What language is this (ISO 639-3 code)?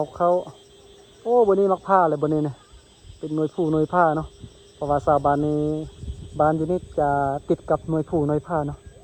lao